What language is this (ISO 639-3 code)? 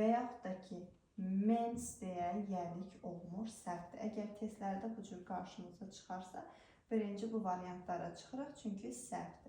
aze